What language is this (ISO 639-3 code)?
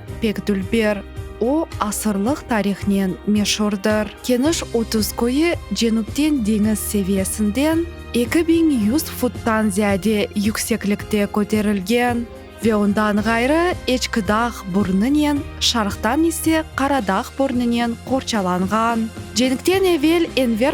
crh